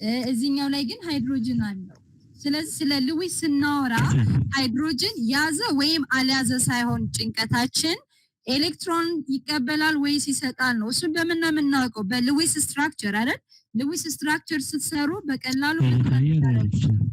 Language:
Amharic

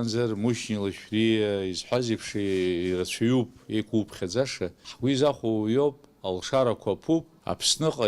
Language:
Abkhazian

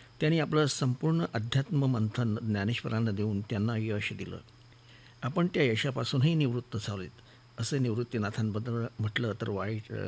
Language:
Marathi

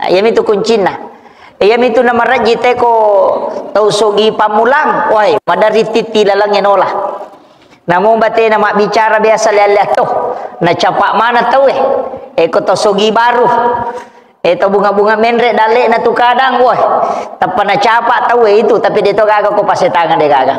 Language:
Buginese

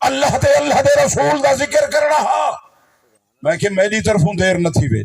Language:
Saraiki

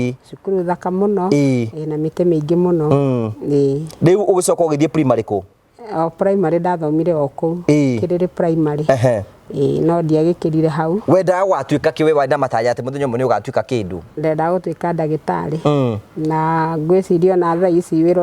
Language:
Kikuyu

